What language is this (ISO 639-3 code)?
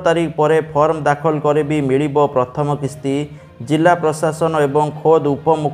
ori